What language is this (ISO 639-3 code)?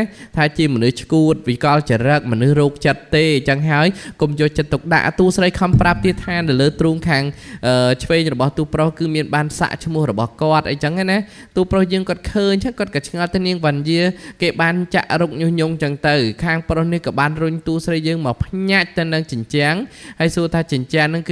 khm